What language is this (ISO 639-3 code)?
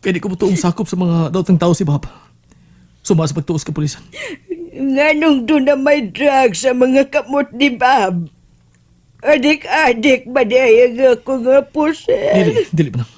ceb